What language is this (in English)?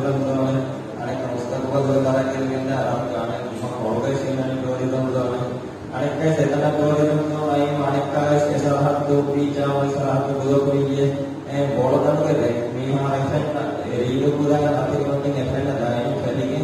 Divehi